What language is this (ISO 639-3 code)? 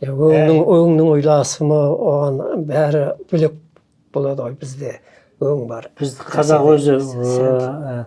kaz